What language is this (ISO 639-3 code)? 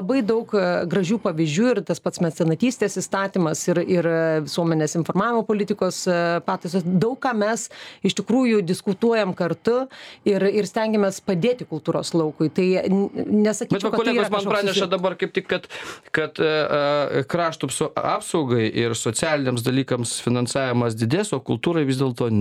lit